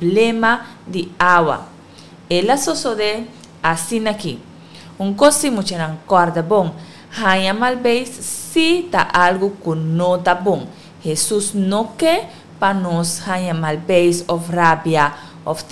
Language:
Papiamento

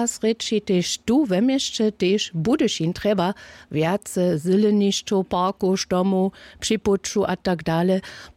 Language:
Upper Sorbian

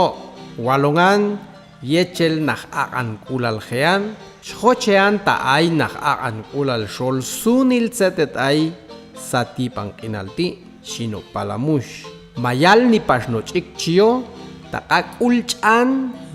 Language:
Popti'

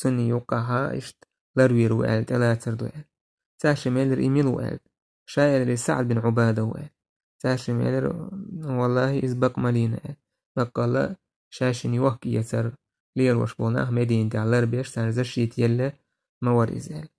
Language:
Chechen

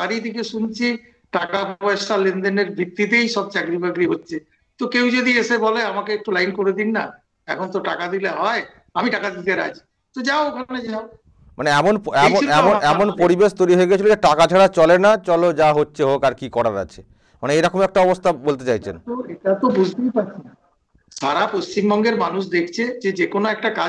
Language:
Bangla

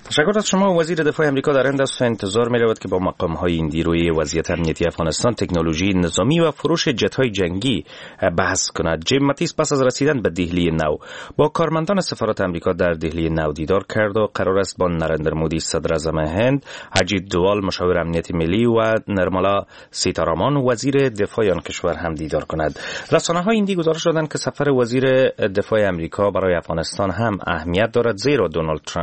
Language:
Persian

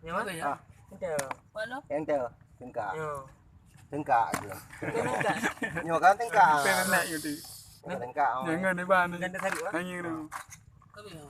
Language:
Achinese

